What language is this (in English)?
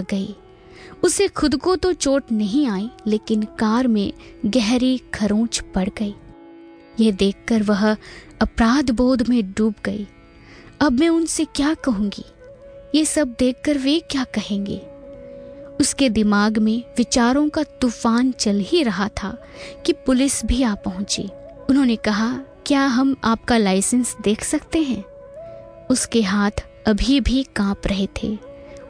Hindi